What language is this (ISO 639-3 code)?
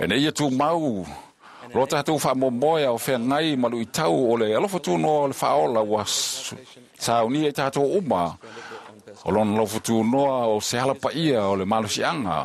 smo